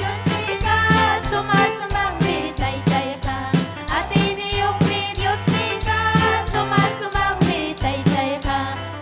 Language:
Ayacucho Quechua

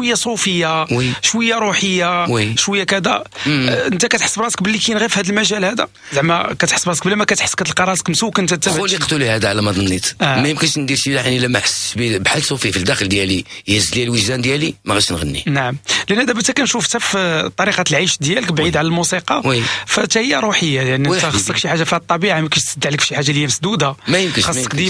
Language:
Moroccan Arabic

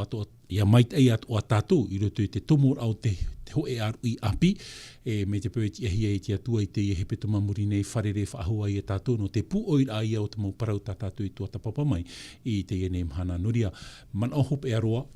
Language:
Tahitian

